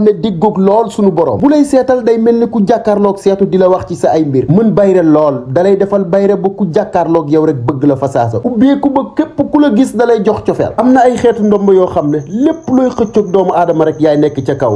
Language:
Wolof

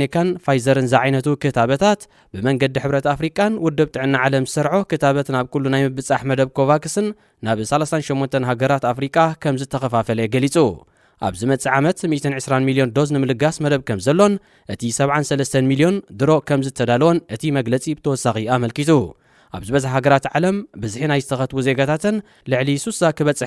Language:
Tigrinya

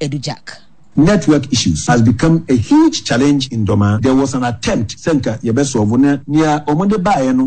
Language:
Akan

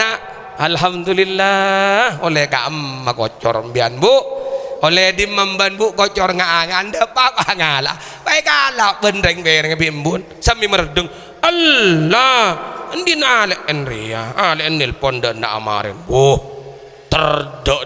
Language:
Madurese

